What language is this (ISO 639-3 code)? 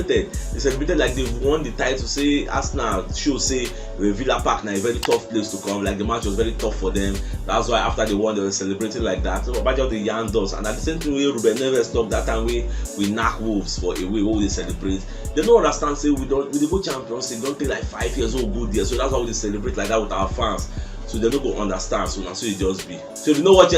pcm